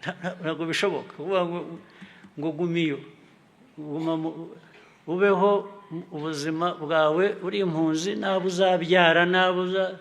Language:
Kinyarwanda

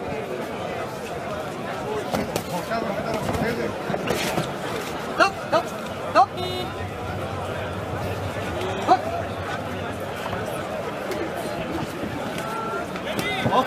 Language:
Persian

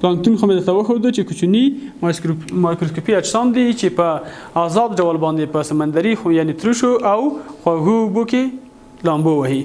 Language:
Pashto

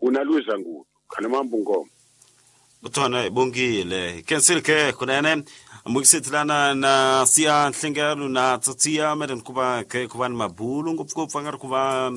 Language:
Tsonga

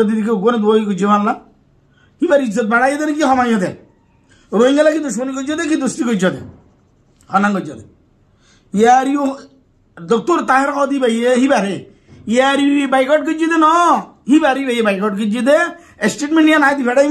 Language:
Rohingya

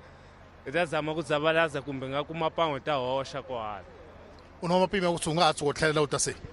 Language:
Tsonga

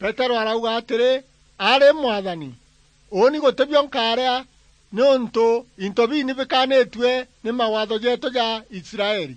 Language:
Meru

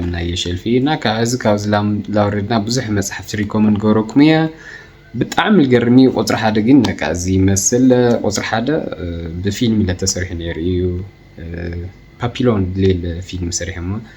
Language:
Tigrinya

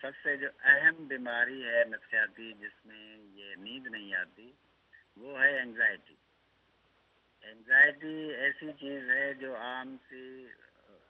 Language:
Urdu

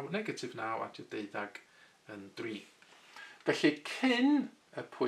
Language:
Welsh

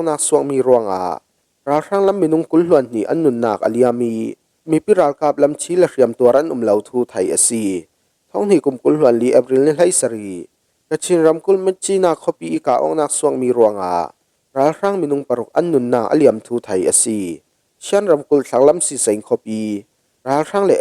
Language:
Falam Chin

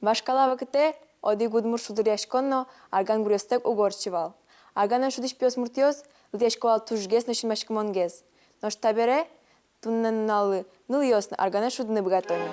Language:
Udmurt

